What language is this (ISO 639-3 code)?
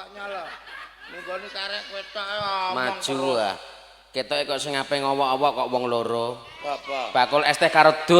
jav